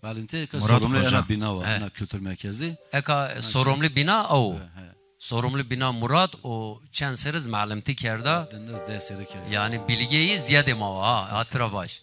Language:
Zaza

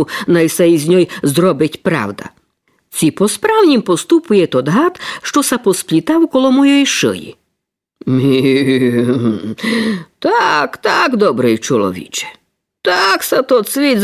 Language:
Rusyn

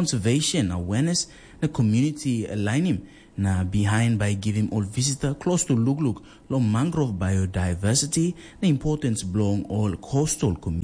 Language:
Tok Pisin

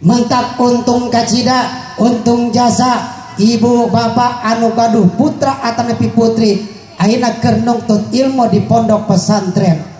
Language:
Sundanese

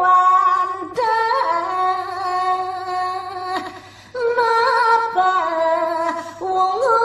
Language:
Balinese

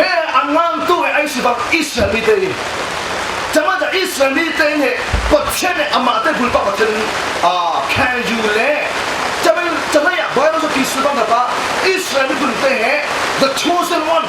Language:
Falam Chin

